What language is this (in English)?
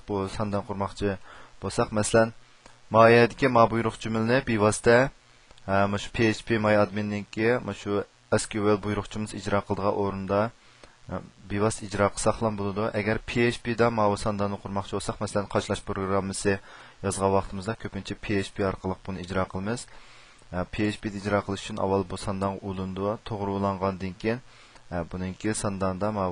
Uyghur